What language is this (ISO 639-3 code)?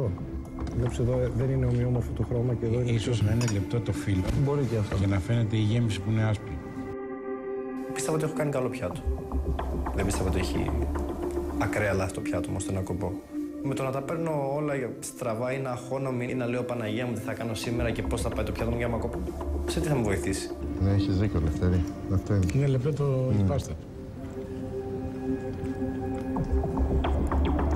ell